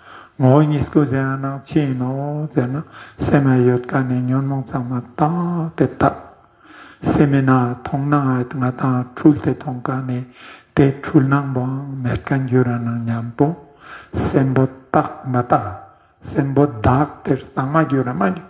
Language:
Ladakhi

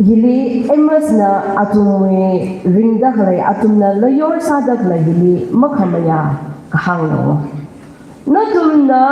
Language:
Tangkhul Naga (India)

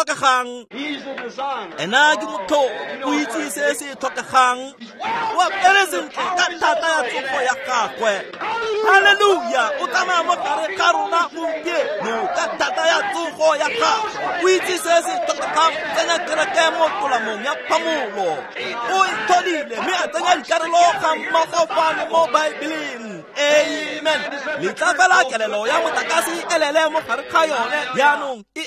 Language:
Tswana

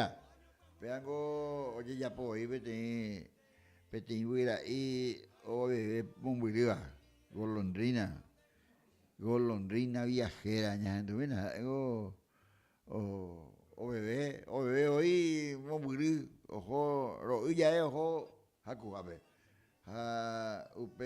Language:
Guarani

